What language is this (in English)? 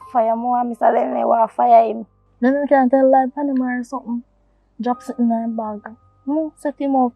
Jamaican Creole English